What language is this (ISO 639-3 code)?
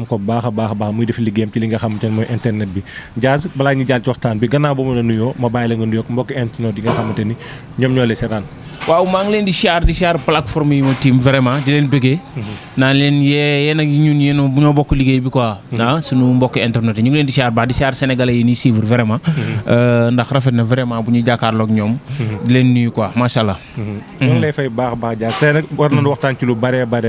wol